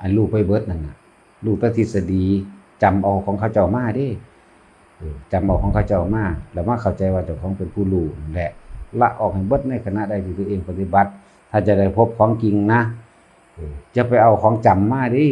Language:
Northeastern Thai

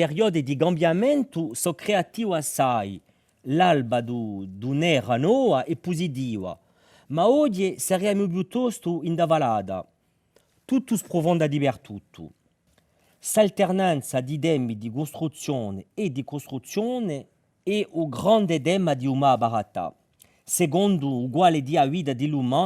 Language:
Corsican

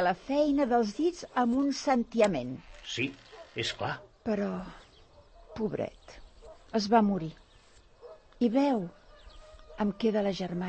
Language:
Catalan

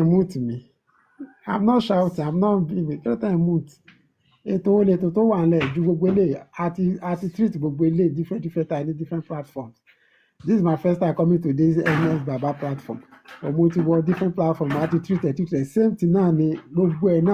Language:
Yoruba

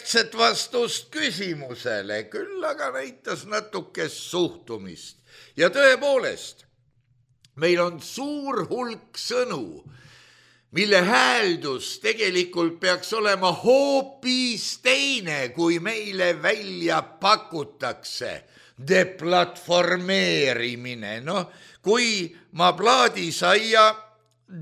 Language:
Estonian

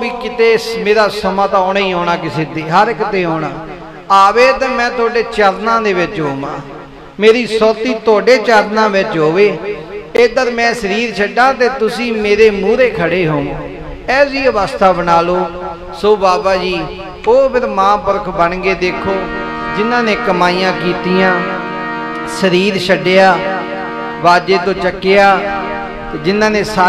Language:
Punjabi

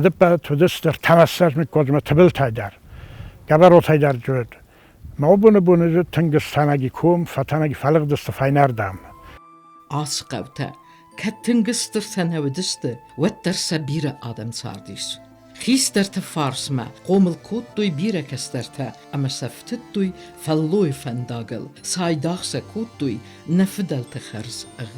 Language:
Ossetic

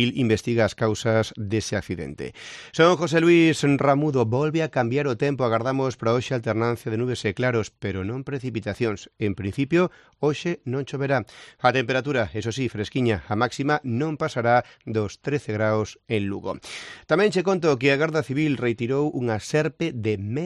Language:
Galician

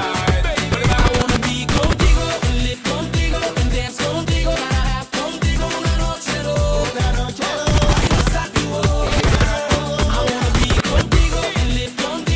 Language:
English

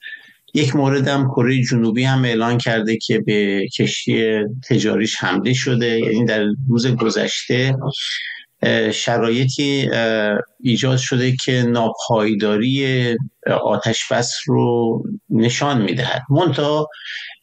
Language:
Persian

